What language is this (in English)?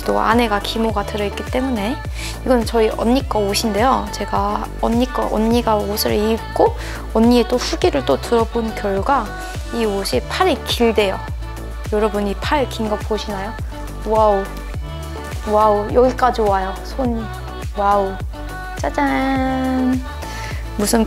Korean